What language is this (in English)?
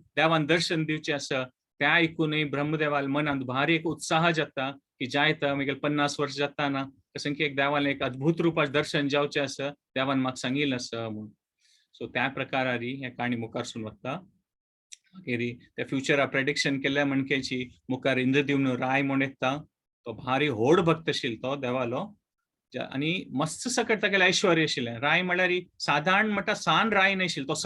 Konkani